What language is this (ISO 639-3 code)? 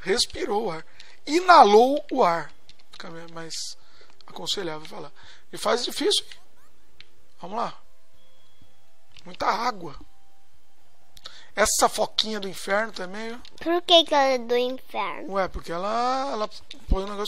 por